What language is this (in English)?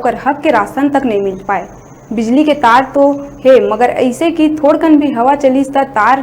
Chhattisgarhi